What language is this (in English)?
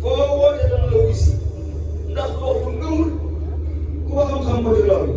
Wolof